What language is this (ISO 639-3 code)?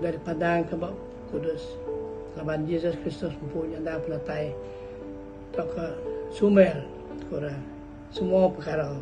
iba